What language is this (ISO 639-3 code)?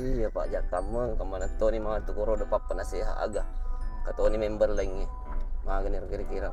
bug